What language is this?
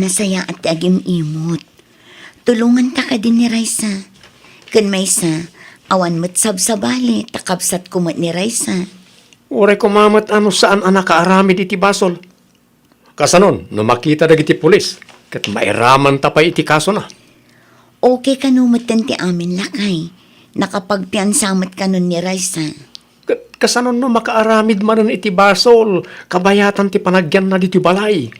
Iloko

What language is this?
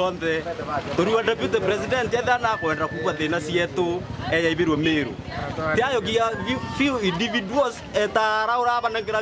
Meru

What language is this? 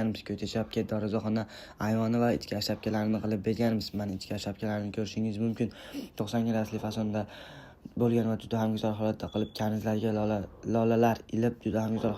Uzbek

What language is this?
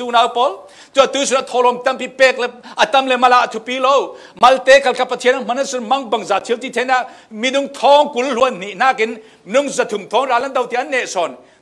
Falam Chin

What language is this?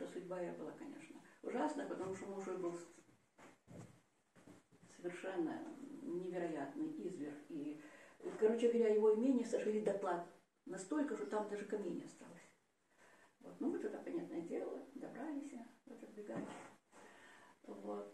Russian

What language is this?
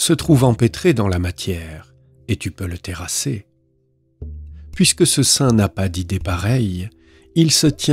French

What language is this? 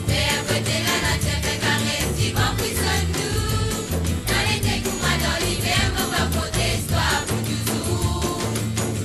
Morisyen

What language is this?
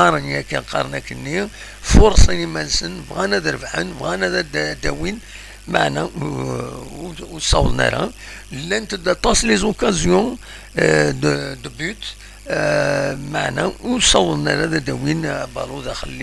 Kabyle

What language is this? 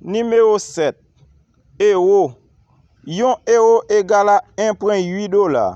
Haitian Creole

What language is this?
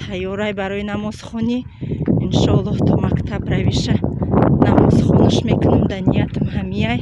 Tajik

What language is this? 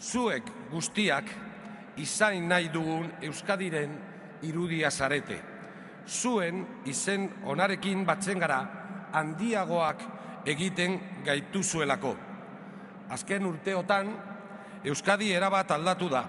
Basque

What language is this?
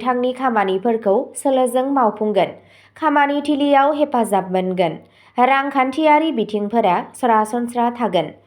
Bodo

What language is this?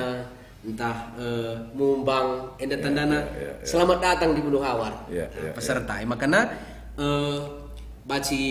Batak Karo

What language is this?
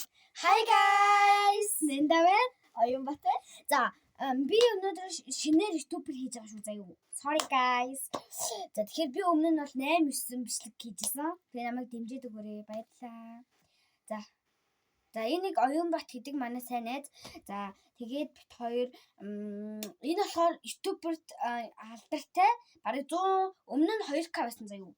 Mongolian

